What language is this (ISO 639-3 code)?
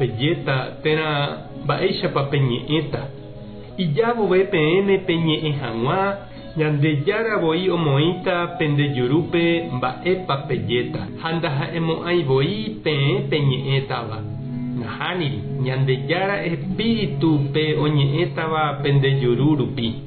grn